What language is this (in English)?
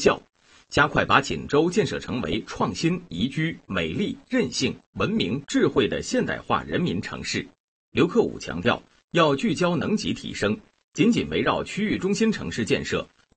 Chinese